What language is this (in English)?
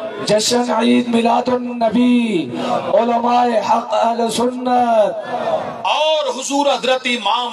Saraiki